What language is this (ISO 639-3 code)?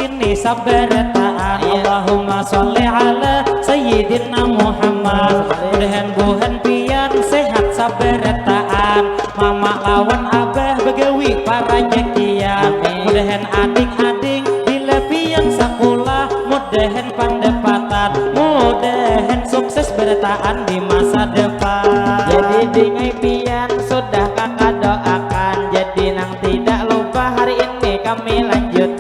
bjn